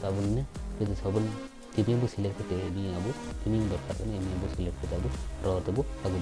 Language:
Santali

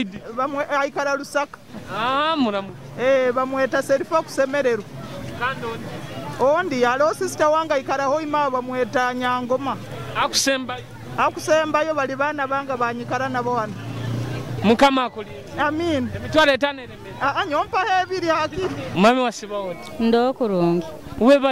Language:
Nyoro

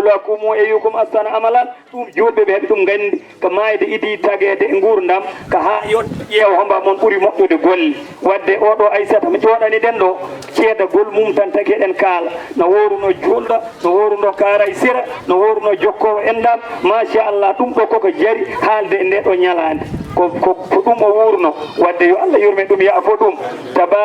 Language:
Fula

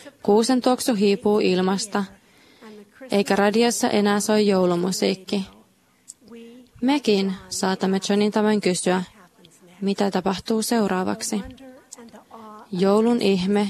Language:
Finnish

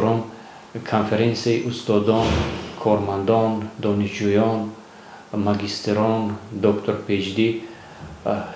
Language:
Tajik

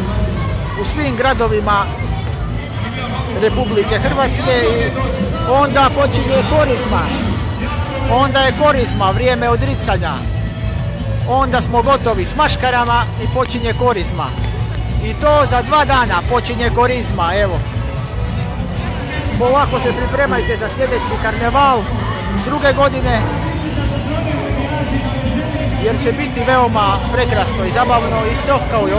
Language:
Croatian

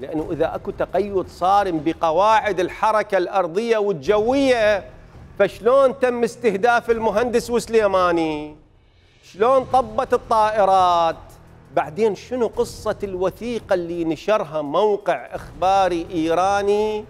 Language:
Mesopotamian Arabic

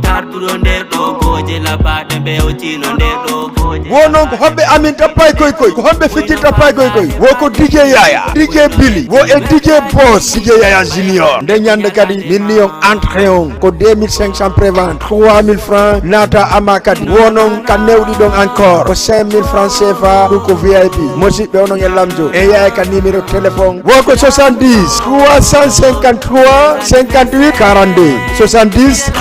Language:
Fula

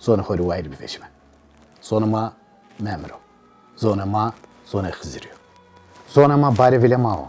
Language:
Zaza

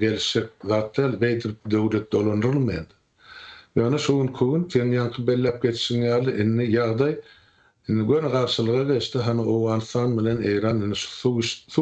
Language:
Turkmen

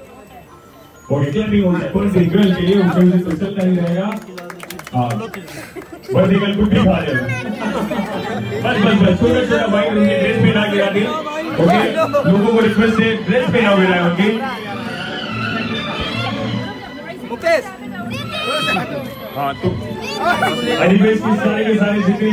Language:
Hindi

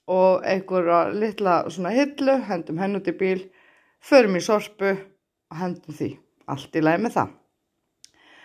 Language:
Icelandic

